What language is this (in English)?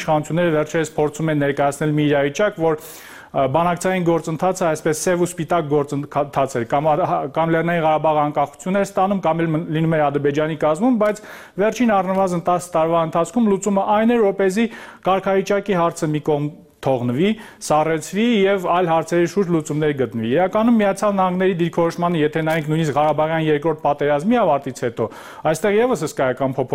Armenian